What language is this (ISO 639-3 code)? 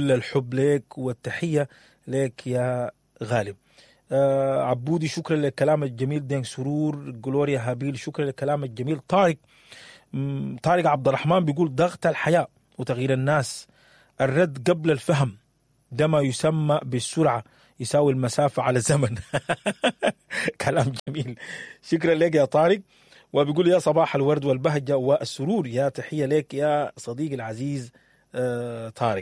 apd